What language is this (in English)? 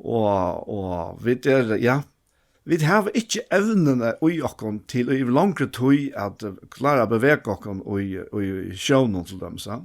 Faroese